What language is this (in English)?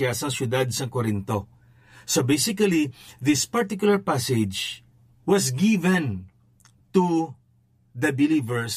Hiligaynon